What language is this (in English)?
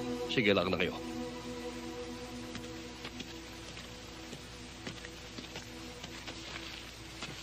Filipino